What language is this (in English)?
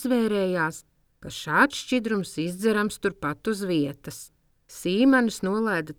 Latvian